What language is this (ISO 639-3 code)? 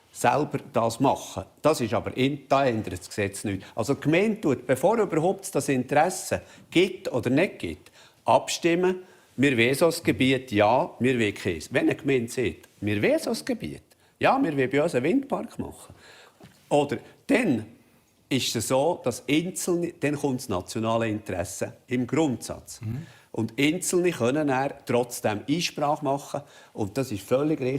gsw